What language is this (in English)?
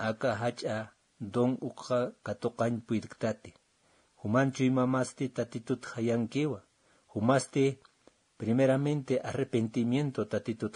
Aymara